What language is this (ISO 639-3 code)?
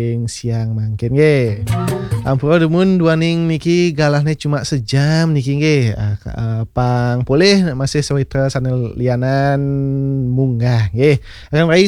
ban